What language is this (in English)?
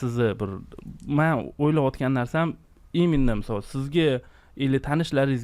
Uzbek